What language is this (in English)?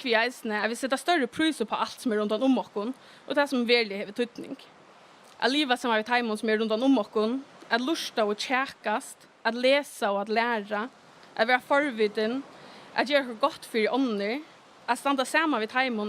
Faroese